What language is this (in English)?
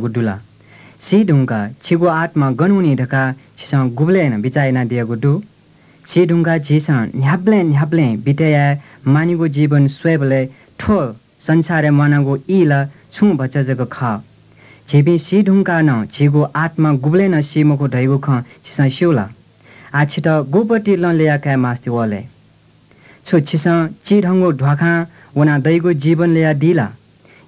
Newari